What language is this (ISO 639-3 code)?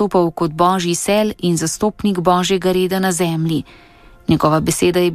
slv